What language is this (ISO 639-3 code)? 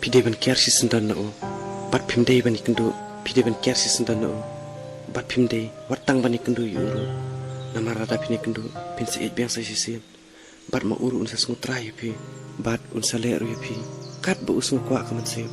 kha